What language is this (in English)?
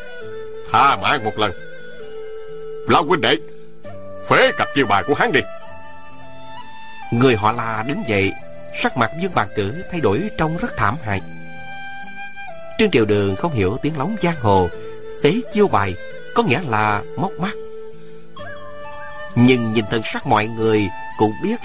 Vietnamese